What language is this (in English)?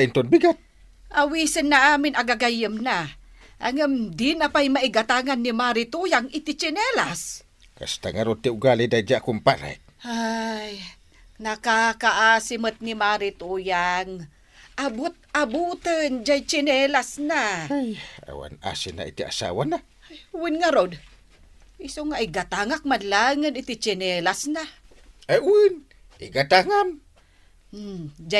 Iloko